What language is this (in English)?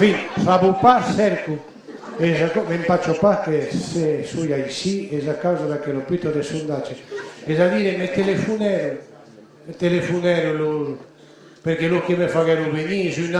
Occitan